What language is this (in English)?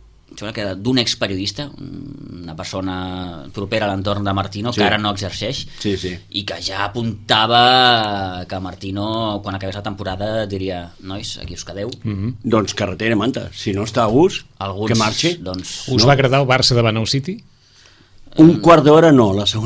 Catalan